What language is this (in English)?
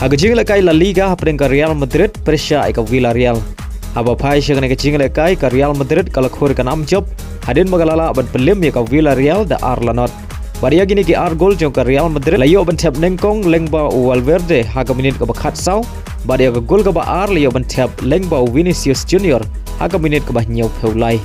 Khasi